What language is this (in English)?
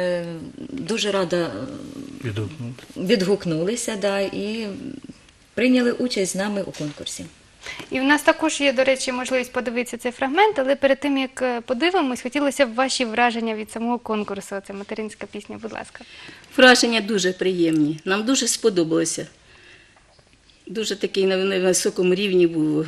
Ukrainian